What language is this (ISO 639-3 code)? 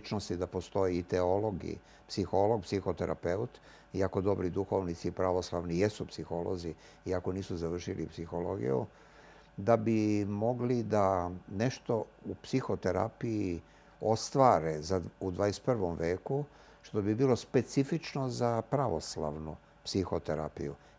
srp